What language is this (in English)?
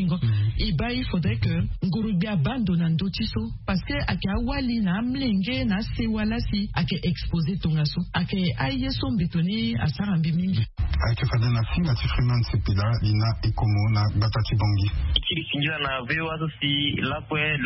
Sango